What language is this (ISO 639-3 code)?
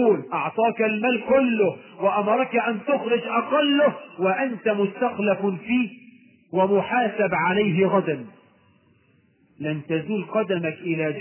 ara